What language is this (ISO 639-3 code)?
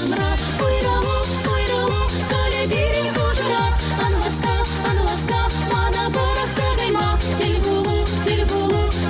chv